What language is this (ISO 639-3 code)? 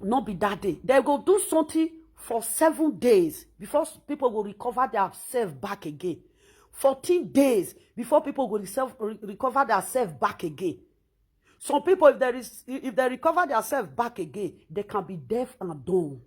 pcm